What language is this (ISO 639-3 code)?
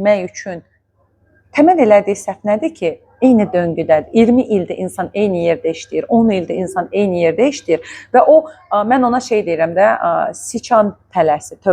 aze